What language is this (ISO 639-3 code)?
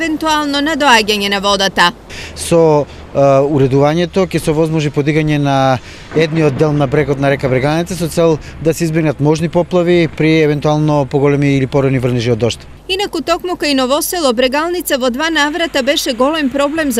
mkd